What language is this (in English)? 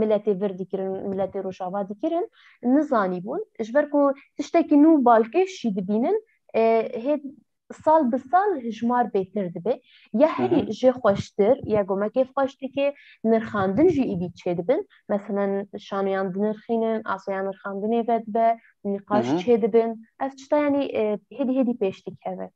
Kurdish